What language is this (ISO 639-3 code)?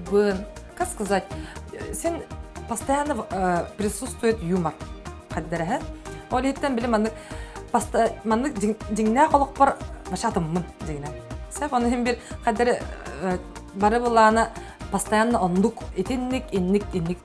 sah